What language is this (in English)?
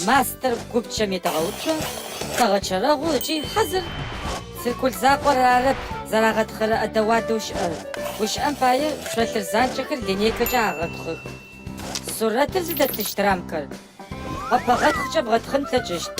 Adyghe